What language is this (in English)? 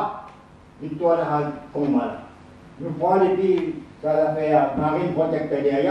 Morisyen